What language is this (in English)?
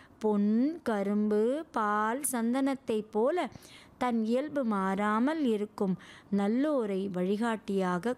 Tamil